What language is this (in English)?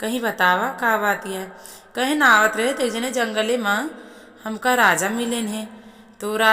Awadhi